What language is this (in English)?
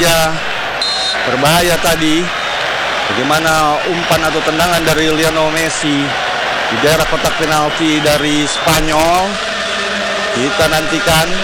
Indonesian